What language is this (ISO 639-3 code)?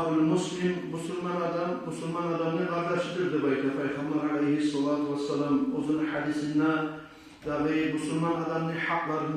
kum